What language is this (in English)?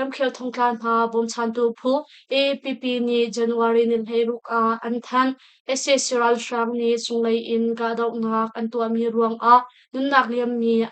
Hakha Chin